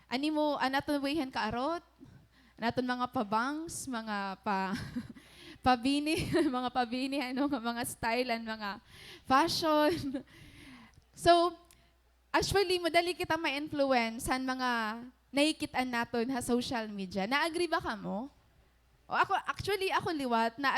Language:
Waray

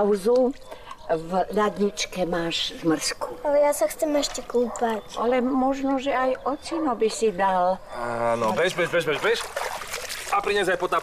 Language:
Slovak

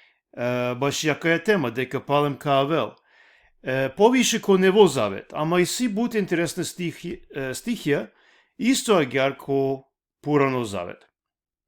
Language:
Balkan Romani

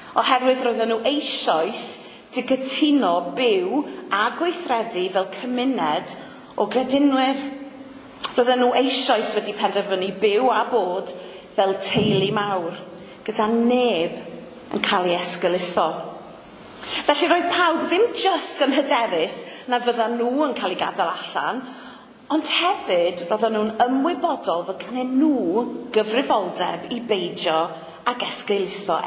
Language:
Welsh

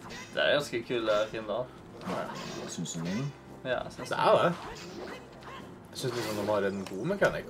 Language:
Norwegian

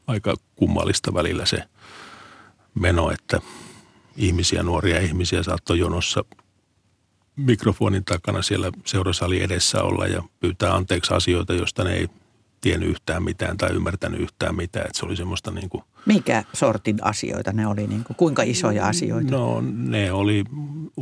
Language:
Finnish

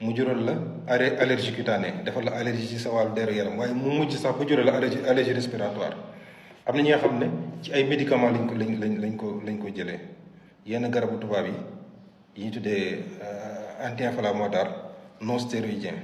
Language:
Wolof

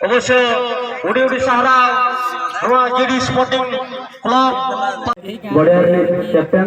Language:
Santali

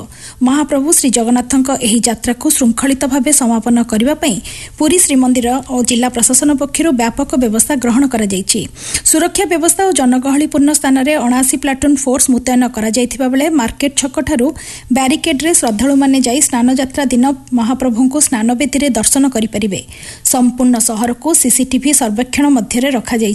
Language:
Odia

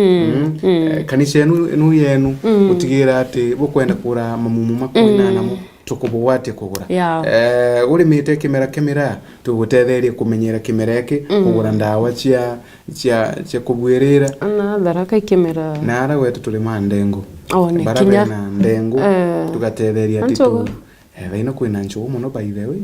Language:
Meru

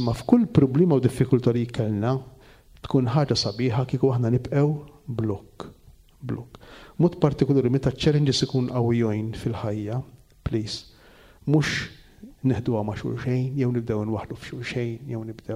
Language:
Maltese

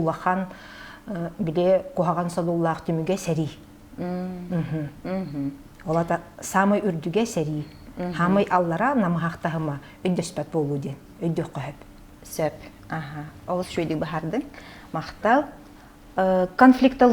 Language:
Yakut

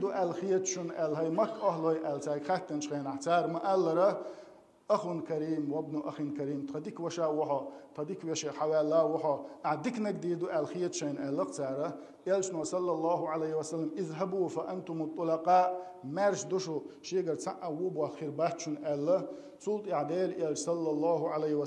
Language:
Chechen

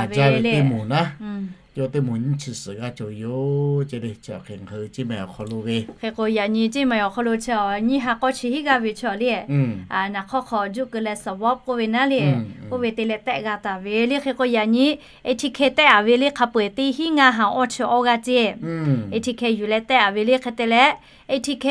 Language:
Lahu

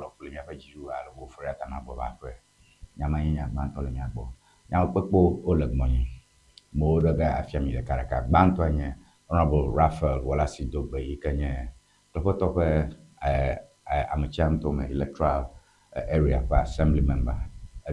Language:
Ewe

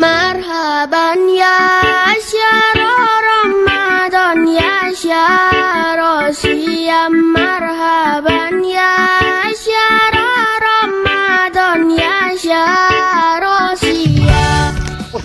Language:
Minangkabau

